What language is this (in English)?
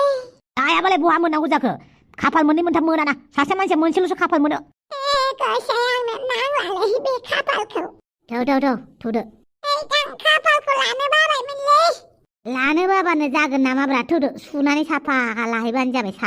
Bodo